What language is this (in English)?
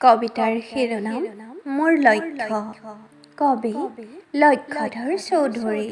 Assamese